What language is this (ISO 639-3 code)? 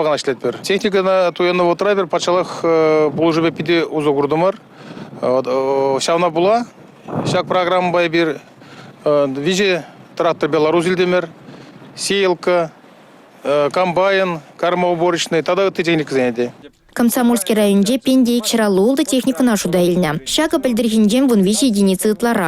chv